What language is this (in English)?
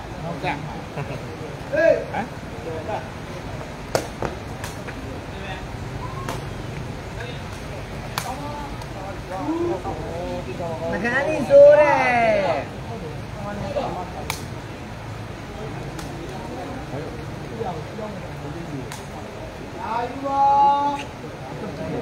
Burmese